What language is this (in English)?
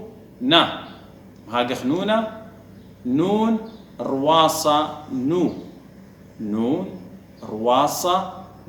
Assyrian Neo-Aramaic